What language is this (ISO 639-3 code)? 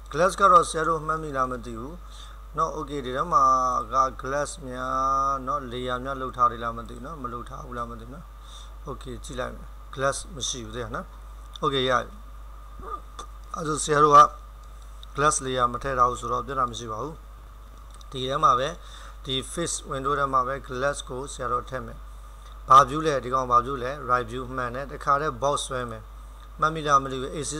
mya